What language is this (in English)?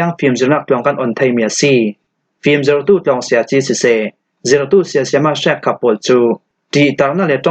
Falam Chin